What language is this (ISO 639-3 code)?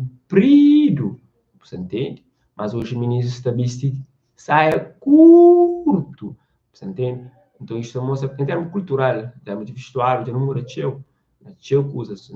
kea